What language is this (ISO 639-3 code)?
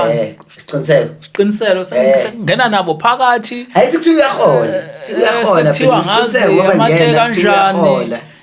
zul